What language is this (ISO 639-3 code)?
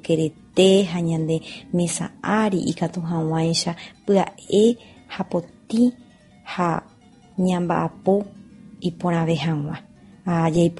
grn